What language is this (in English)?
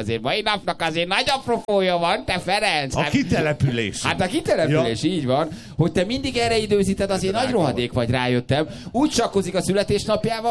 Hungarian